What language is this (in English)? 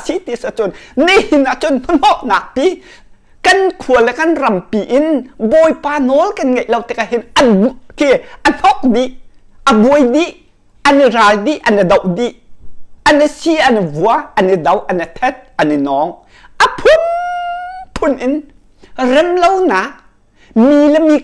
Hakha Chin